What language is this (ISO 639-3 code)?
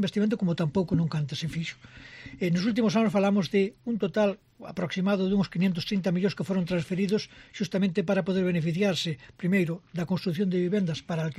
glg